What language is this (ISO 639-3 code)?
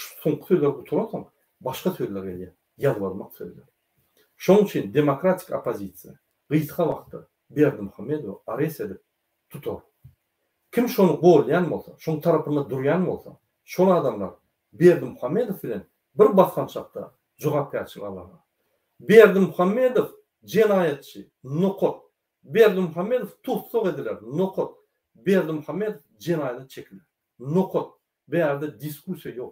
tuk